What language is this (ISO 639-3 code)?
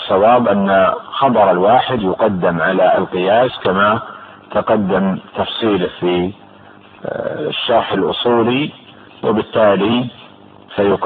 ara